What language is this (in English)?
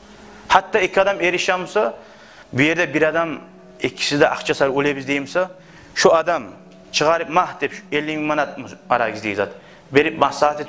Kumyk